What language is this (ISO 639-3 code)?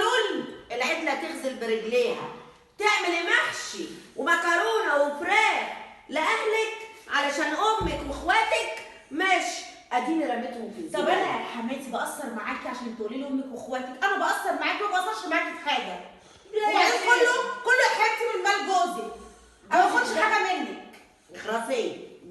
arz